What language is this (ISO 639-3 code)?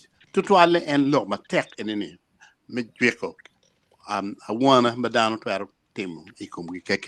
ach